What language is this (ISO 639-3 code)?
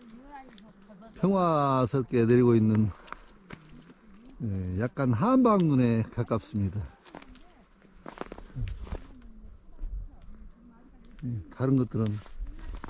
kor